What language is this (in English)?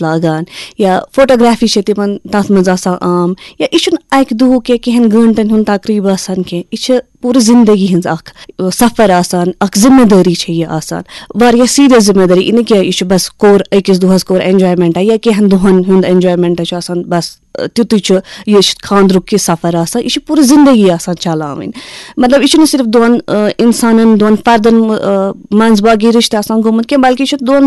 Kashmiri